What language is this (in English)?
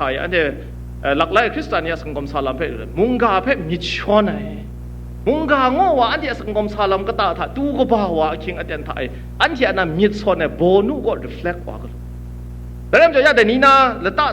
Kachin